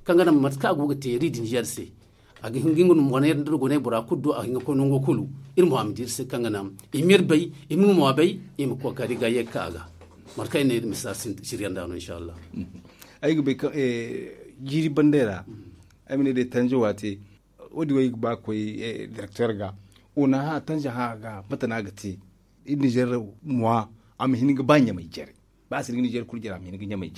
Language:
Zarma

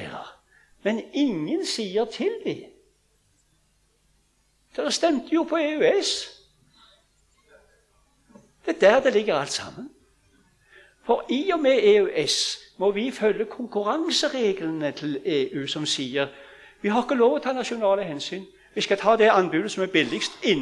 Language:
Norwegian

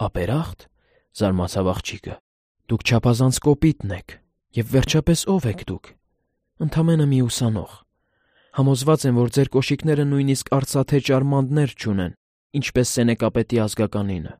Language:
Armenian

